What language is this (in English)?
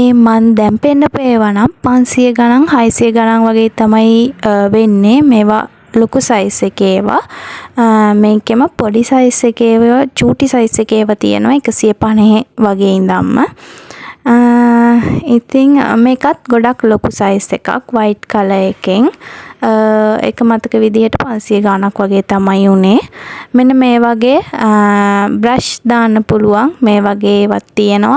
Sinhala